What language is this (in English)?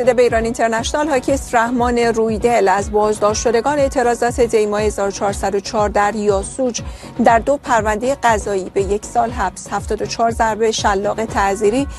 Persian